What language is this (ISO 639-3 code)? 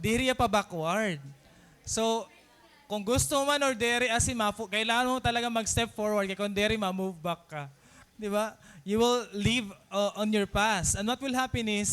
war